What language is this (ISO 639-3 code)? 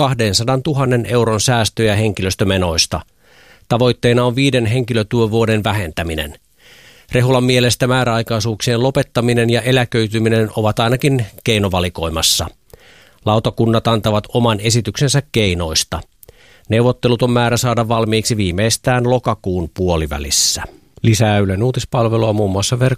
fin